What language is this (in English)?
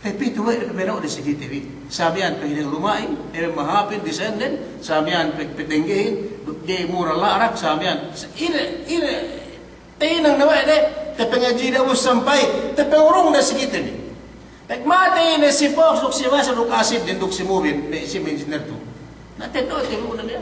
Yakan